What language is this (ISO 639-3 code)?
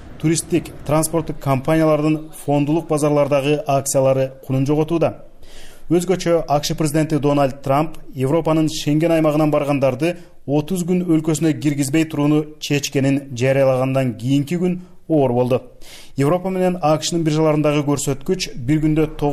kir